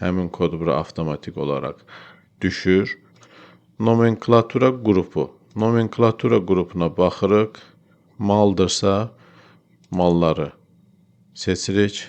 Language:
Azerbaijani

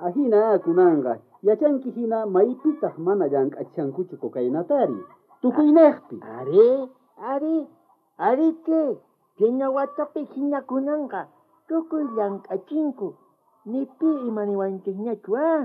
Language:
South Bolivian Quechua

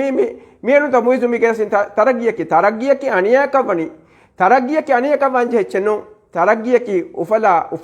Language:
Divehi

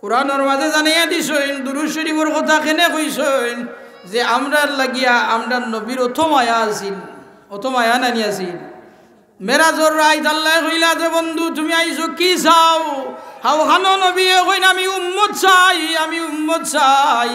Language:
Sylheti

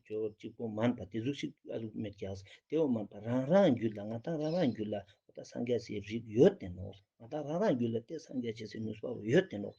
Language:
Ladakhi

